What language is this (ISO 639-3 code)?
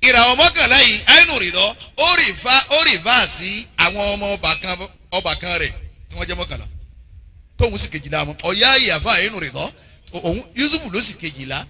yor